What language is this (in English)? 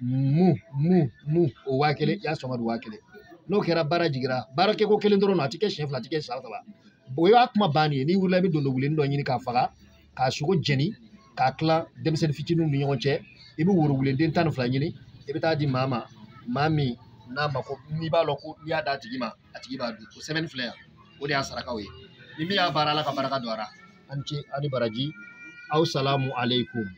Bambara